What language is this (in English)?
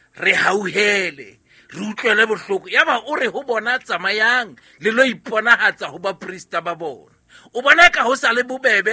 Southern Sotho